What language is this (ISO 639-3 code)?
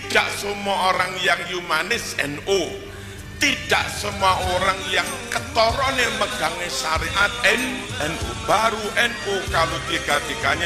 ind